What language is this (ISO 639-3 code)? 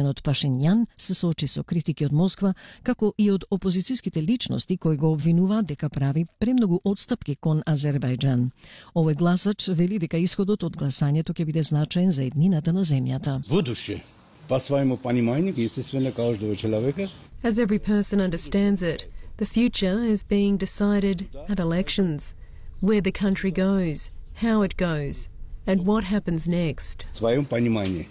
mkd